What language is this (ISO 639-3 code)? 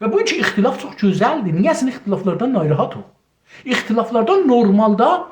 azb